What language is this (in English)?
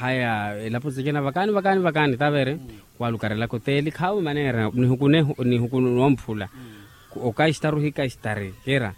Makhuwa